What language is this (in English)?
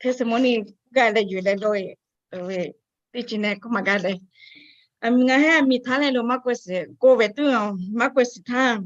Lahu